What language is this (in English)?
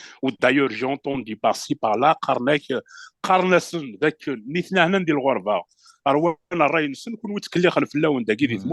Kabyle